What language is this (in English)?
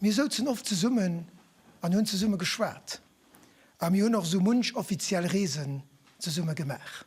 Luxembourgish